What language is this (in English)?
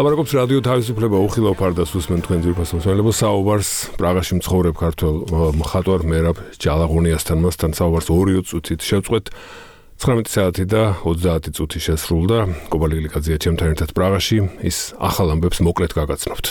Georgian